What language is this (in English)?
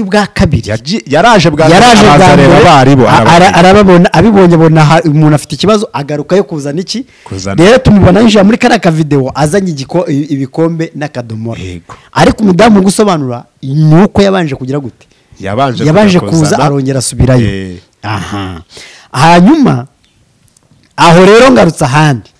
Kinyarwanda